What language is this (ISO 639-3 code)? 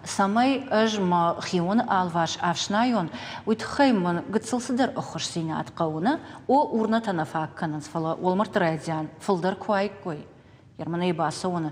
oss